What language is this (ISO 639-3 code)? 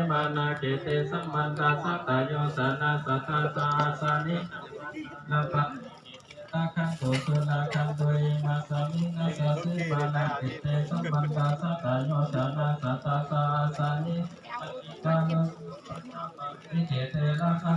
pli